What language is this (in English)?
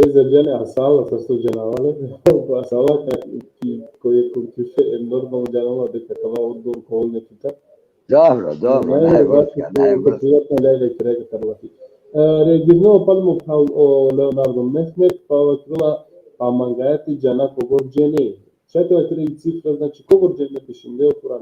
Balkan Romani